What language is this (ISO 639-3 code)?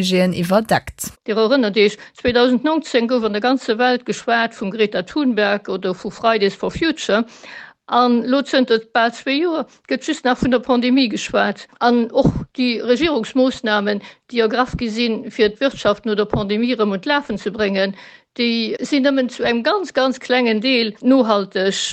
ltz